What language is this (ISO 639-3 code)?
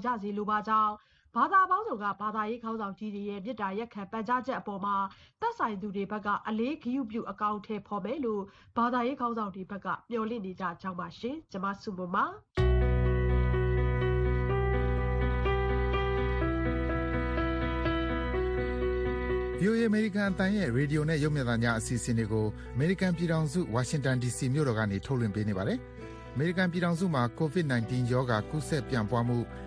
mya